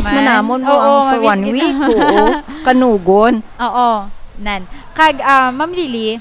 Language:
Hiligaynon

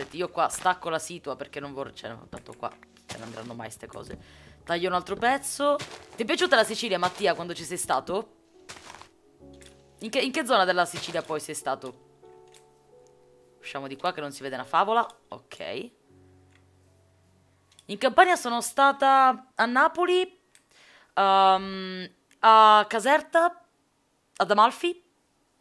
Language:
Italian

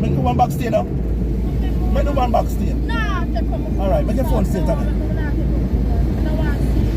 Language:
Jamaican Creole English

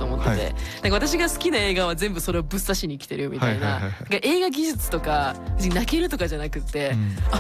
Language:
Japanese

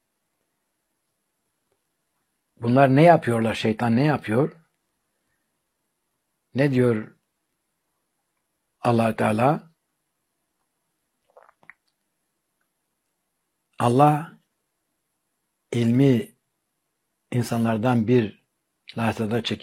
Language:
Turkish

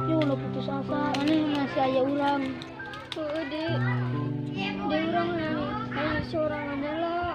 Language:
Sundanese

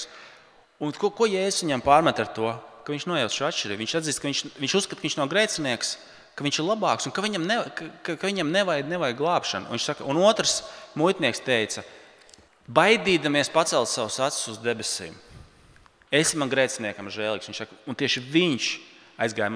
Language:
Latvian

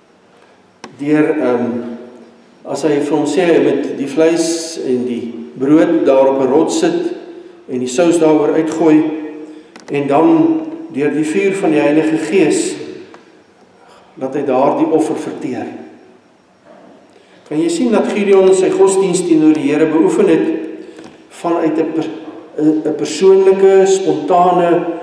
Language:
Afrikaans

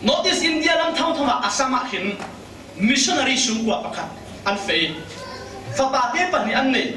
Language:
Falam Chin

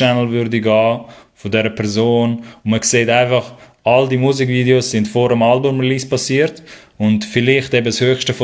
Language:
Swiss German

